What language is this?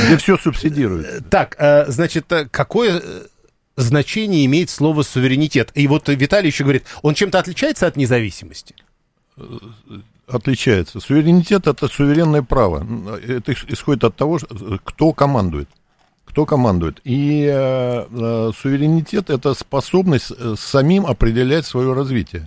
Russian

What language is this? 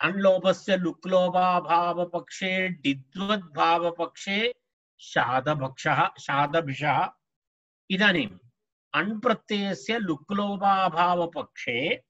Sanskrit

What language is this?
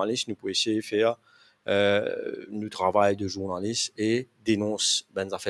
Morisyen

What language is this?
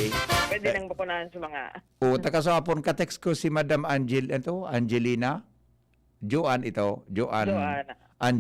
Bikol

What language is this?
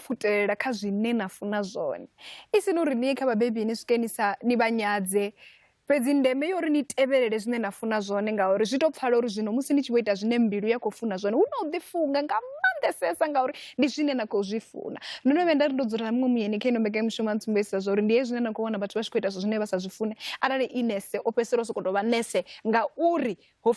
Venda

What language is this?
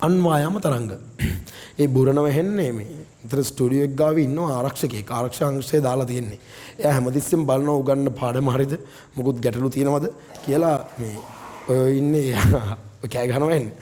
Sinhala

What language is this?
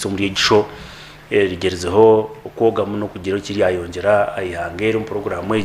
Nyankole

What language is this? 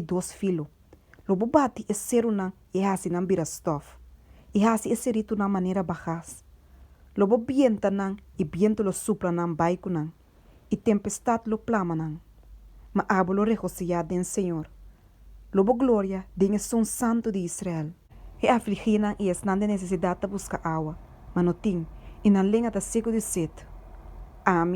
Papiamento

